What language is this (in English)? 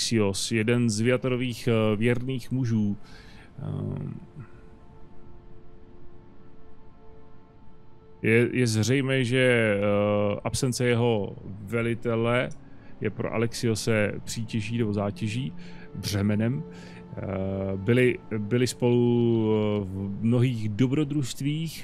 Czech